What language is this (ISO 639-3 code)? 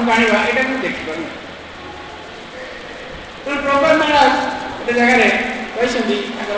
ori